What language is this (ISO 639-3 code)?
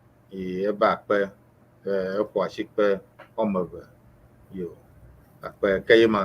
ewe